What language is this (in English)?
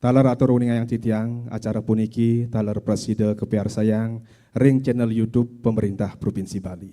Balinese